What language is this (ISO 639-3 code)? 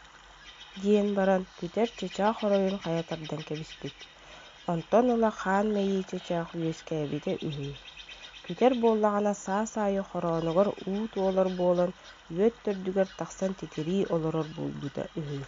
sah